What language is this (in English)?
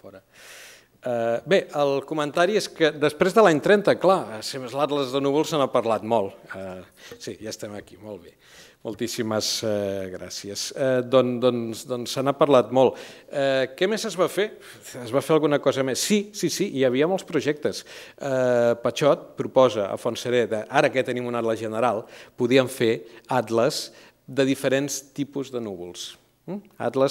Catalan